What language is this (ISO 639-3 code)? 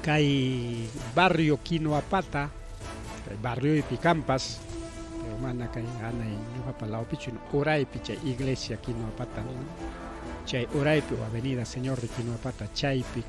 quy